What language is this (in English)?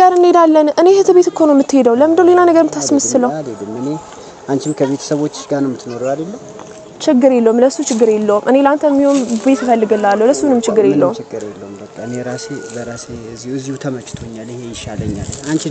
Amharic